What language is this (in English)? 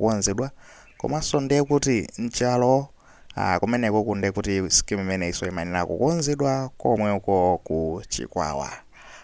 Nyanja